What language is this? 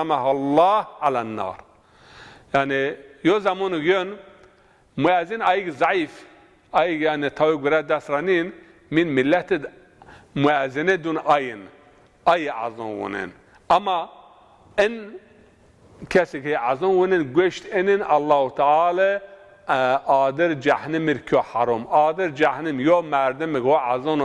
Zaza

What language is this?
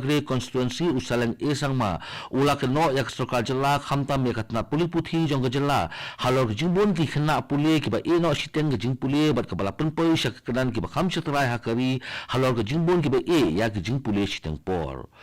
Khasi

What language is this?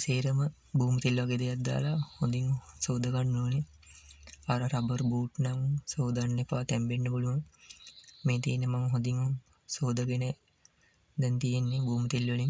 Sinhala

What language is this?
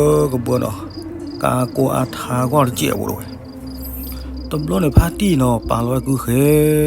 S'gaw Karen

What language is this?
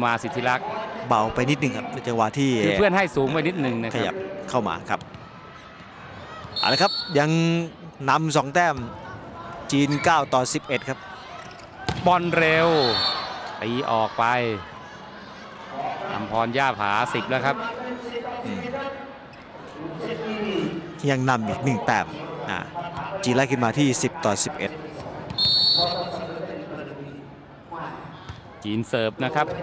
Thai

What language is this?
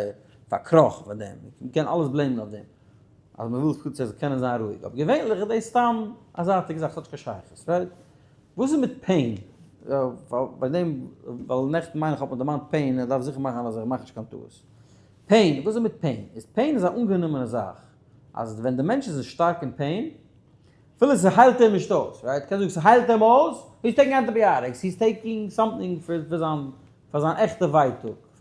Yiddish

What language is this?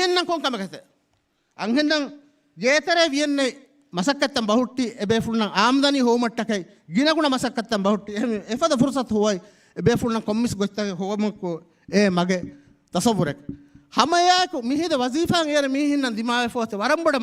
Divehi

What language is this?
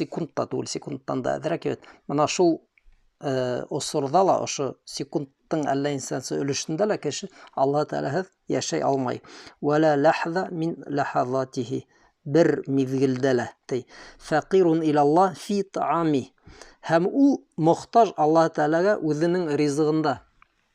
Bashkir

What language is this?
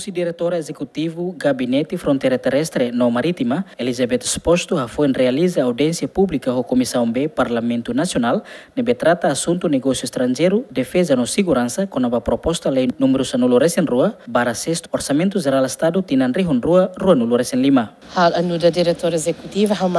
Tetum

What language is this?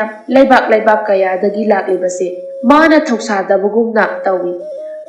Manipuri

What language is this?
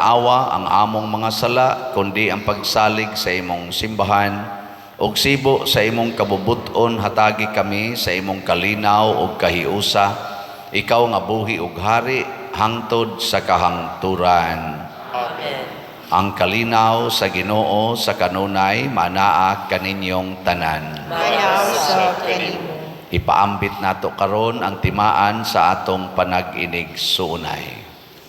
Cebuano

